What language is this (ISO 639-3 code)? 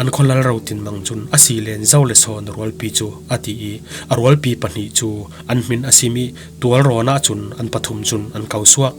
cfm